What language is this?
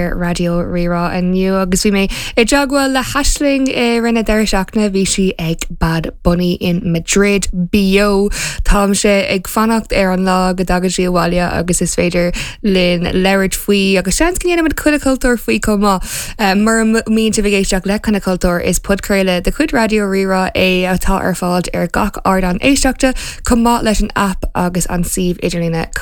Irish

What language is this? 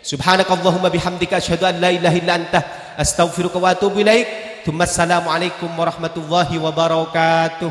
Madurese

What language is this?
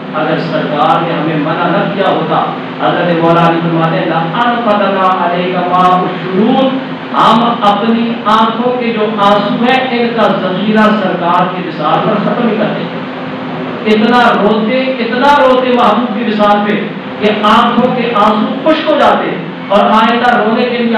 Urdu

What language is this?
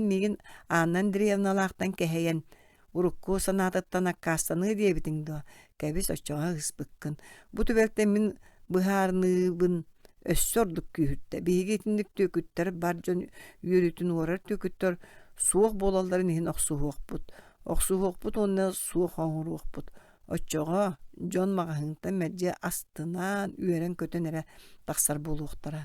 Yakut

